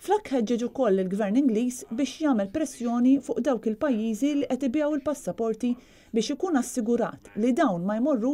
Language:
Maltese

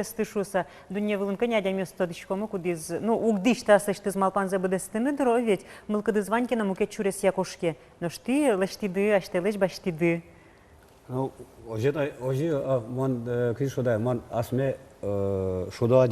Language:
Udmurt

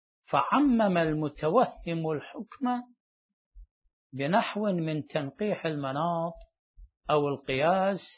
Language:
Arabic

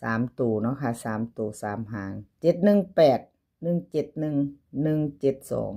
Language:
Lao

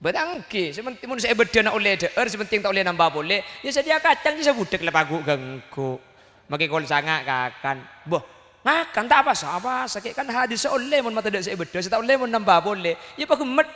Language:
Madurese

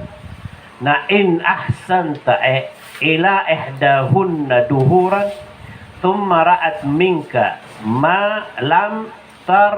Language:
Maranao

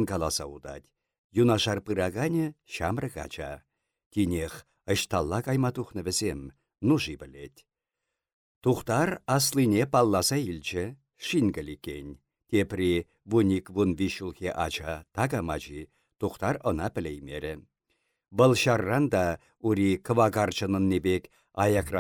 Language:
Chuvash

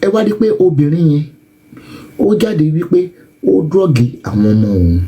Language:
Yoruba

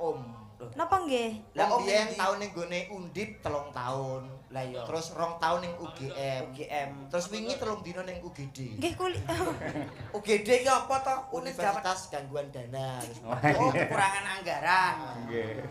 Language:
Javanese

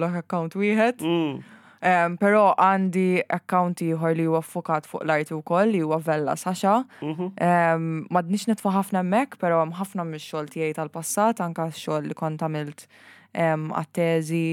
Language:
Maltese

